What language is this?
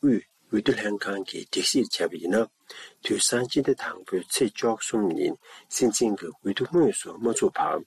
Tibetan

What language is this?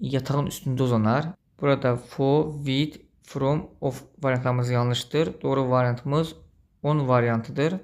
Azerbaijani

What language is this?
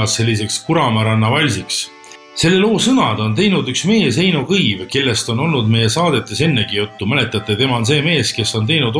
Estonian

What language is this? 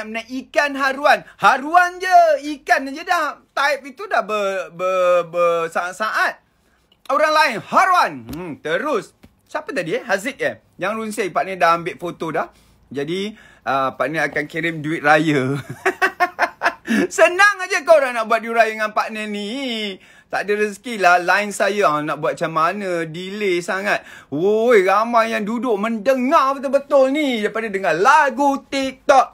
Malay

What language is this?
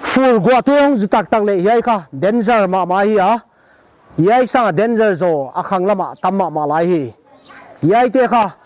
Paite Chin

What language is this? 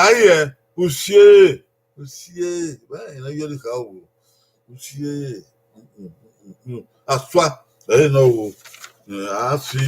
Bini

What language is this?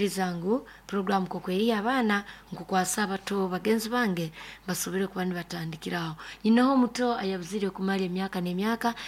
Nyoro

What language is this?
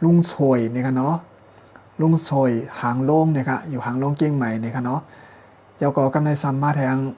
Shan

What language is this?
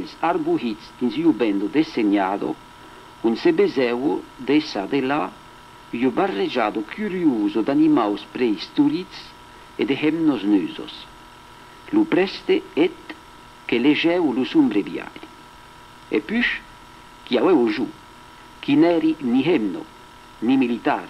Occitan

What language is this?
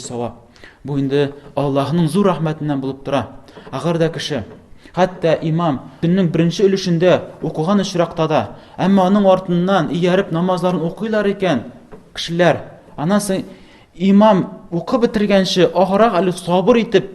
Tatar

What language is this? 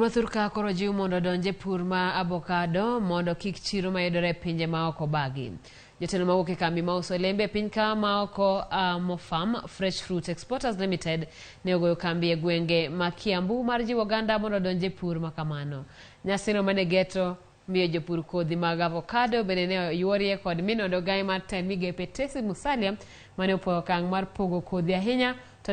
Luo (Kenya and Tanzania)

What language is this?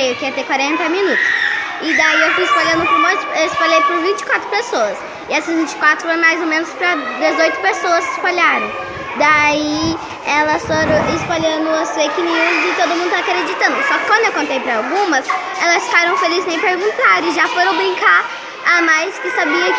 Portuguese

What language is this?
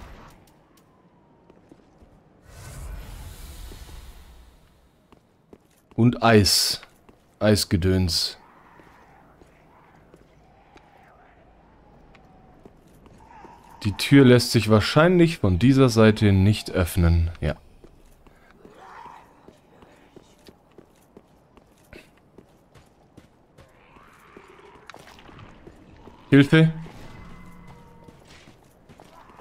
German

